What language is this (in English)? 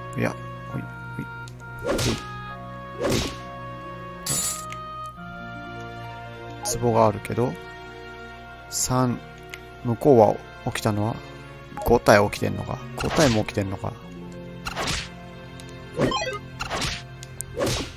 Japanese